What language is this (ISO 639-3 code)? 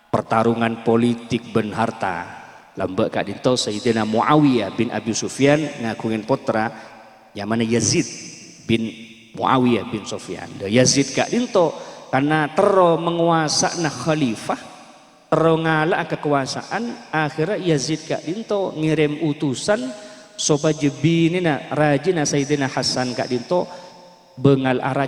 mad